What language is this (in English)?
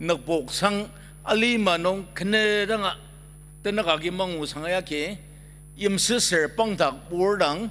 Ao Naga